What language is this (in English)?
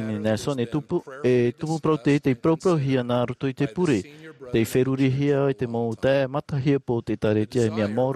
Tahitian